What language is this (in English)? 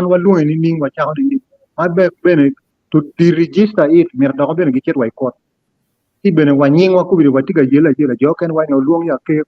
Acoli